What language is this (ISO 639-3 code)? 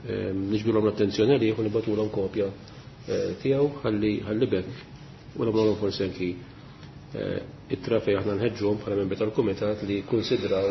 mlt